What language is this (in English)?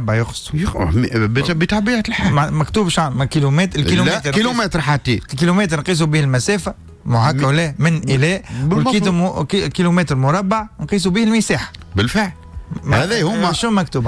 Tunisian Arabic